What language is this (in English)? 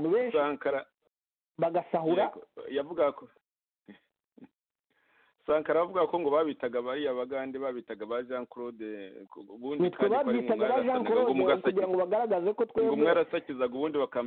Kinyarwanda